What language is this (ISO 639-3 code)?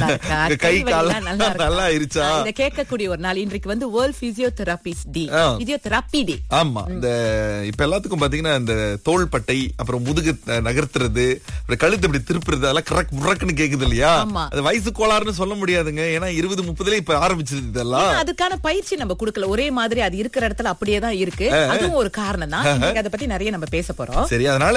tam